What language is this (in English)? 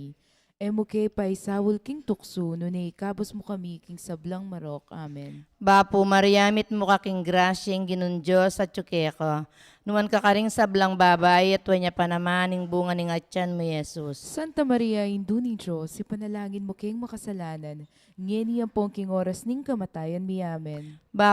Pampanga